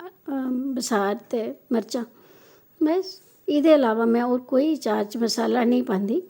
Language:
Dogri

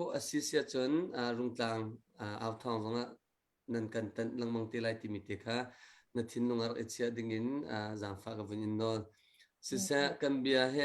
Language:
Hakha Chin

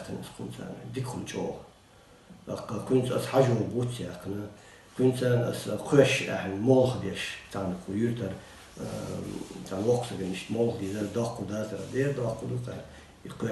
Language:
Chechen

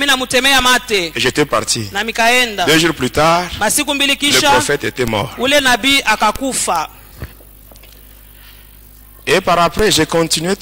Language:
Swahili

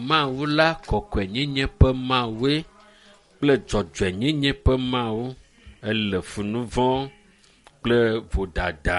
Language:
Ewe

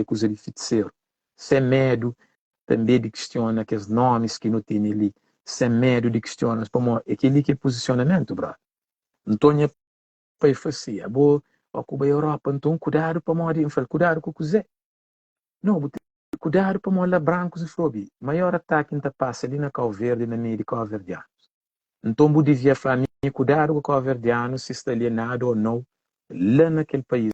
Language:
Kabuverdianu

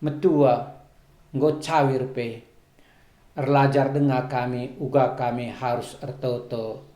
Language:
Batak Karo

